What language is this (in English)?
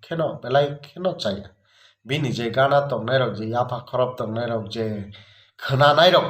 Kok Borok